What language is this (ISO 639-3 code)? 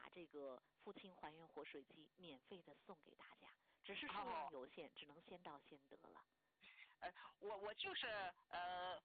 zho